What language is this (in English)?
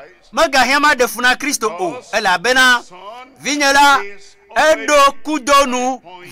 Ewe